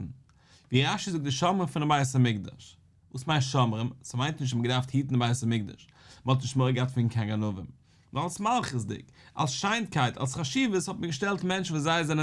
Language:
Yiddish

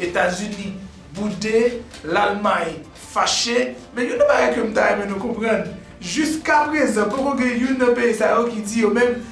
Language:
Haitian Creole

